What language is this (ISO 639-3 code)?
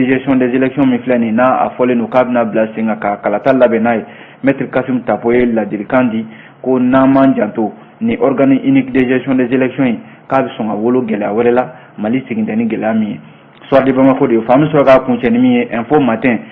bam